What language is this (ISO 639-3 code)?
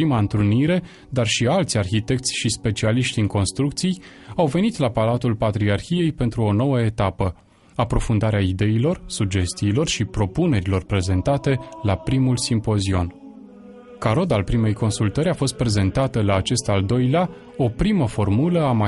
ron